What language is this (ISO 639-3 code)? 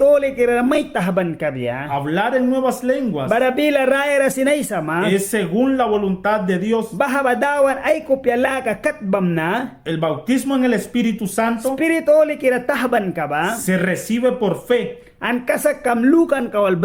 miq